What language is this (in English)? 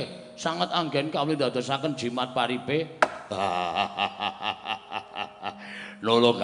Javanese